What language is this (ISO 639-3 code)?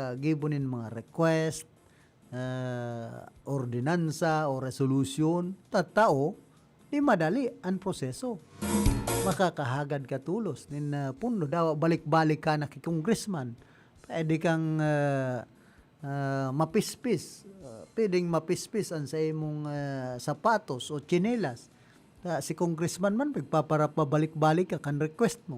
bik